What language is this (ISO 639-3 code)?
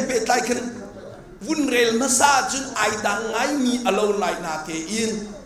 cnh